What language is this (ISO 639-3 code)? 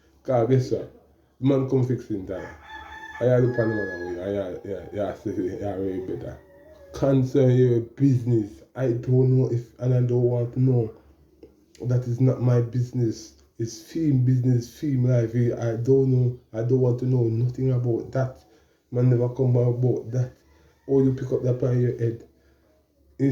jam